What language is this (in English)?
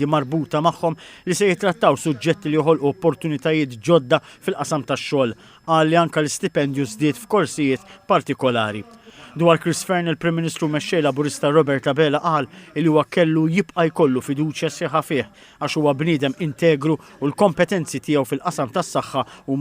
Maltese